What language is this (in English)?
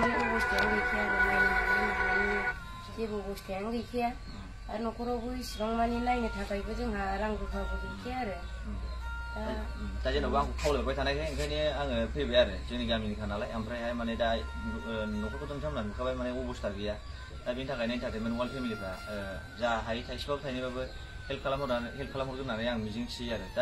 Bodo